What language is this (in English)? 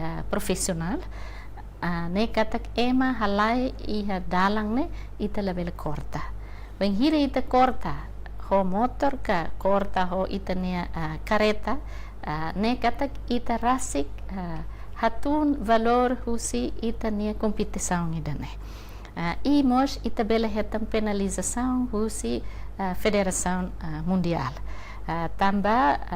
Tetum